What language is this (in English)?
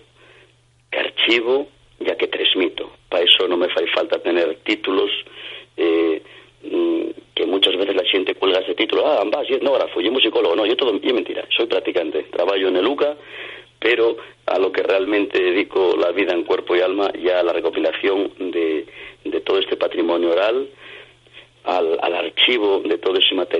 Asturian